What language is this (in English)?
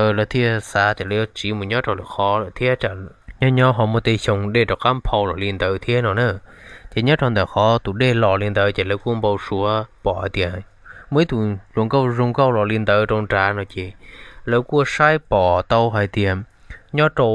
Hmong